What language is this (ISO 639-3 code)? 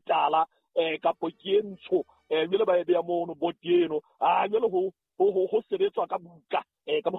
sot